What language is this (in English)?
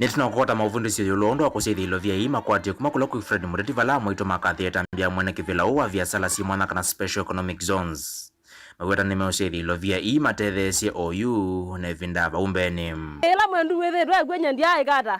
Kamba